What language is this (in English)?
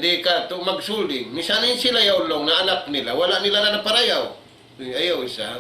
Tausug